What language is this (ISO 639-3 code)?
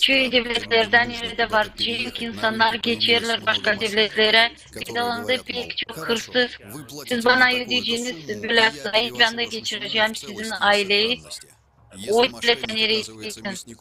gag